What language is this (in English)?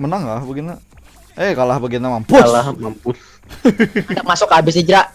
Banjar